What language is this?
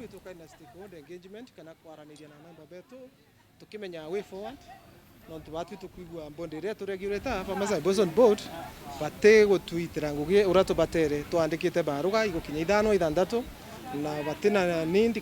Meru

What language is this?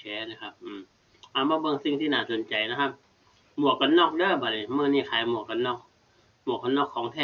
Northeastern Thai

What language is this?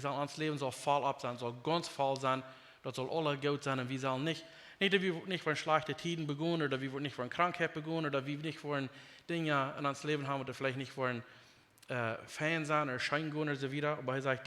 Plautdietsch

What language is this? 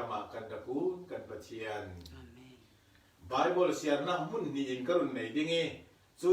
Falam Chin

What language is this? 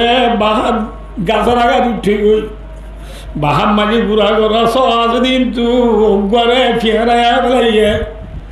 Rohingya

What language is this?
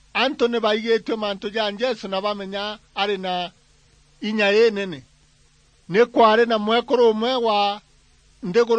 Meru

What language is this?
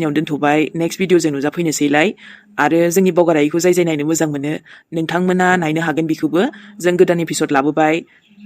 Bodo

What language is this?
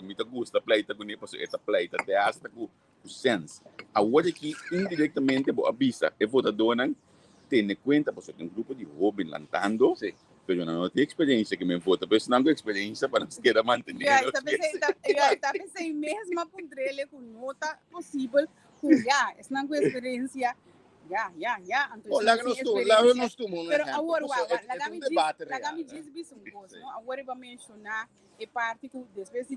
Papiamento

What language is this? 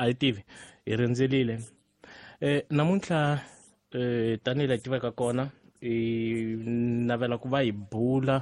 Tsonga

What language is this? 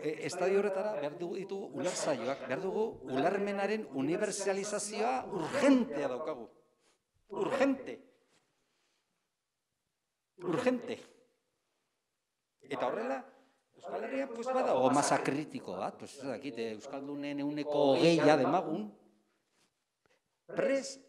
Basque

